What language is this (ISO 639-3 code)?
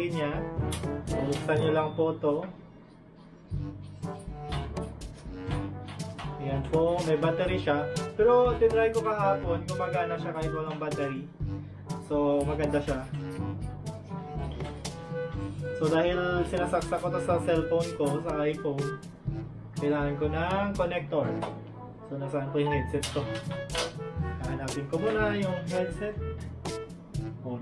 fil